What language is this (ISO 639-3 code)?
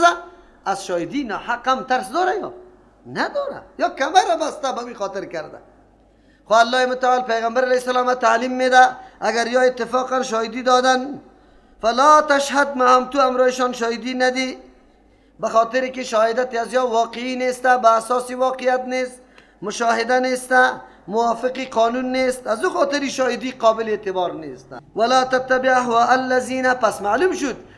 fas